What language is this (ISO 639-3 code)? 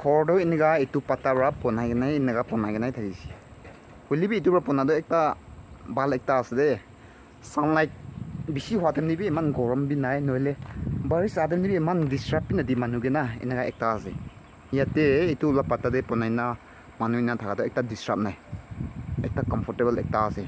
nag